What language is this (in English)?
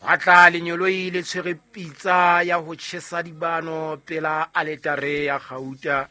Southern Sotho